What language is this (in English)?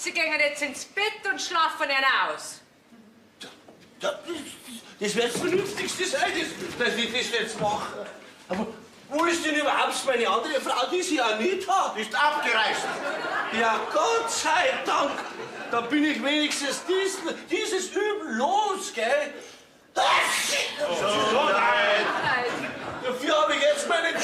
Bavarian